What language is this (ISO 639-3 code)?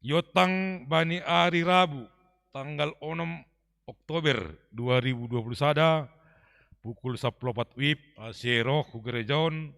bts